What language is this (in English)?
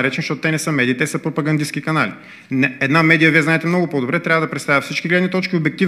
Bulgarian